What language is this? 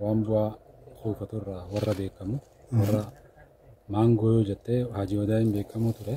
Oromo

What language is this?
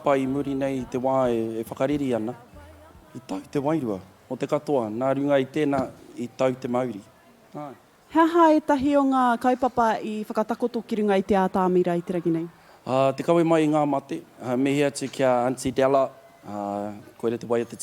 Māori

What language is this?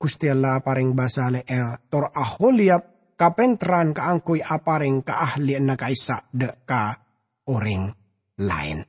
Madurese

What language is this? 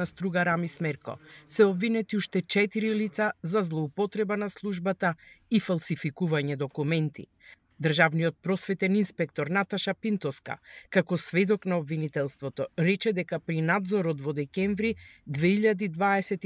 Macedonian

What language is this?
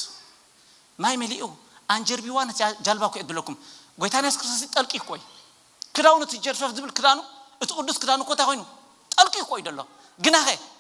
Tigrinya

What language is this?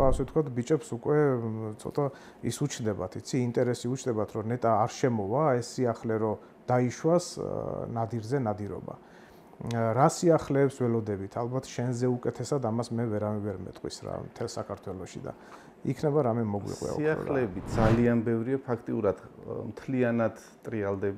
Georgian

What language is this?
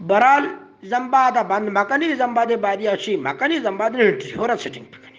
Eastern Balochi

